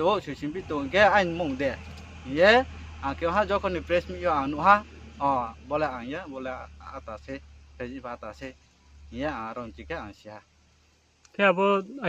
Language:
Riang (India)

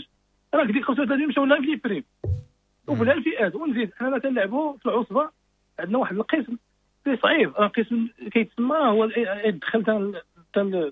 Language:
Moroccan Arabic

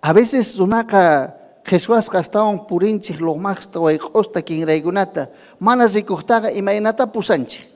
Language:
Ayacucho Quechua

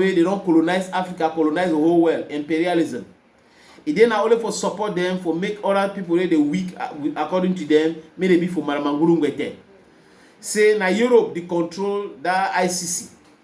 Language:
Cameroon Pidgin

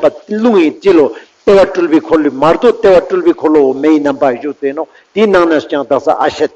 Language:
Ladakhi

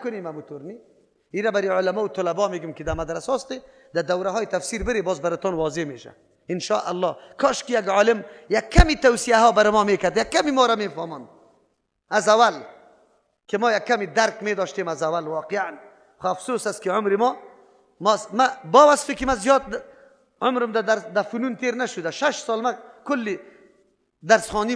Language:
Persian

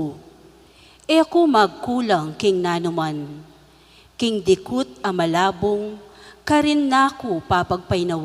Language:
Pampanga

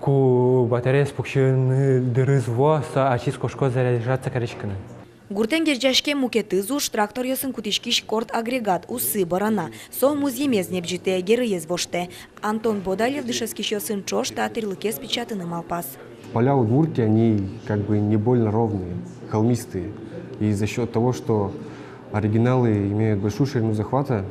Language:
Udmurt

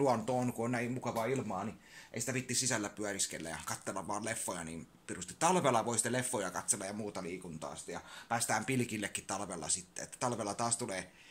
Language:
Finnish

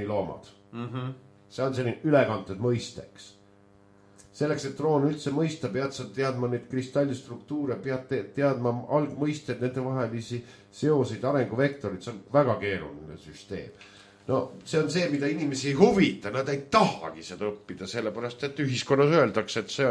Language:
Estonian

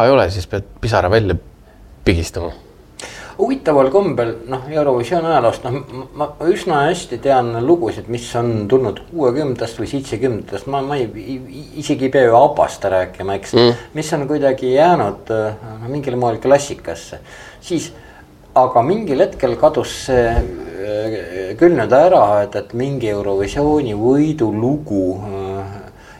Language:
Estonian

